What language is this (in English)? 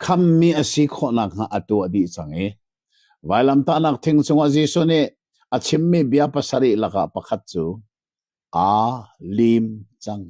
Hakha Chin